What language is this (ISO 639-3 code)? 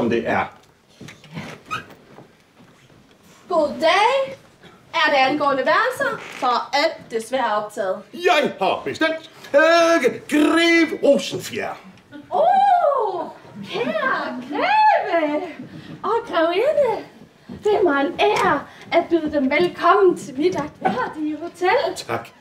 dan